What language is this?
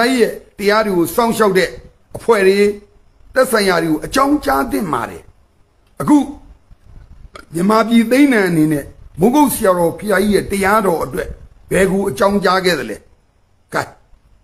Burmese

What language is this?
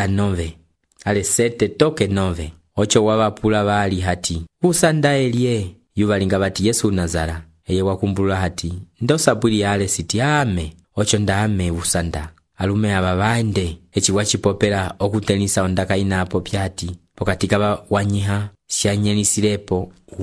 Umbundu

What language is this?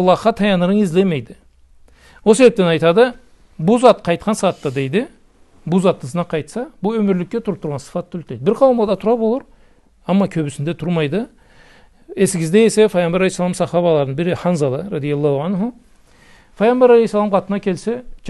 Karachay-Balkar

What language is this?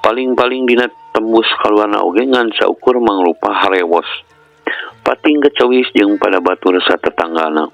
Sundanese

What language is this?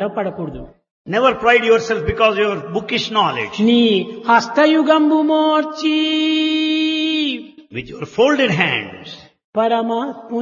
Telugu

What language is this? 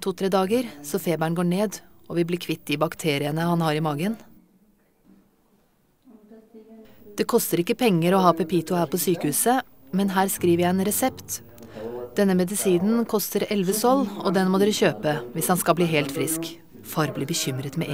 Norwegian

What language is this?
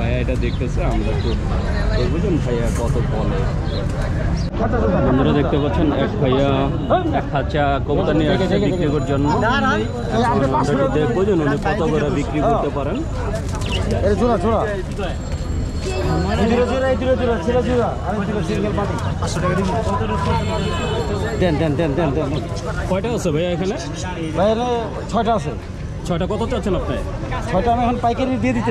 Bangla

